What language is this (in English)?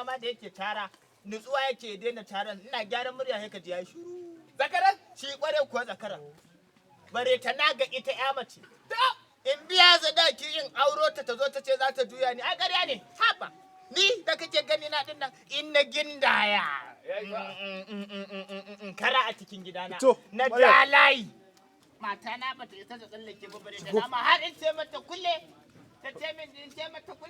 Hausa